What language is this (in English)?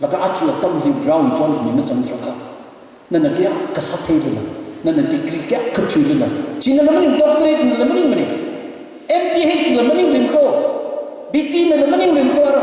Tangkhul Naga (India)